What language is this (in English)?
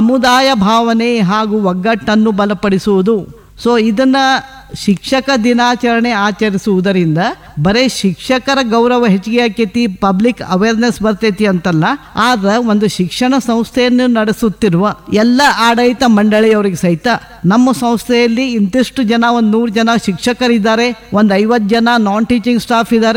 Kannada